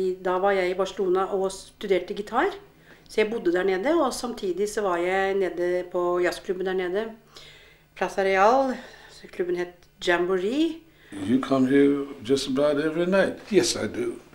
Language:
Norwegian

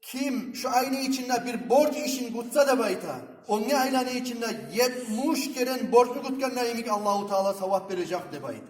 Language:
Kumyk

